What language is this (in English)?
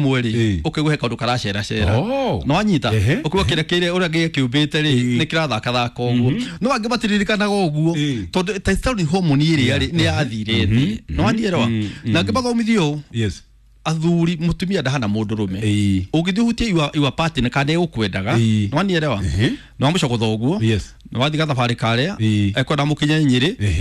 Kikuyu